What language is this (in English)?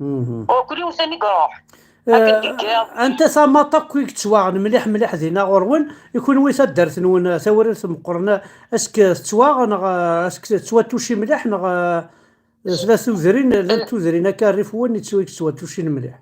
Kabyle